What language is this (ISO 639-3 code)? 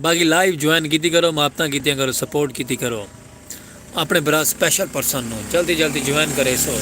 skr